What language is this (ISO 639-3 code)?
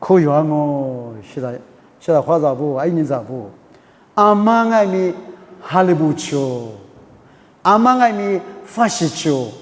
lis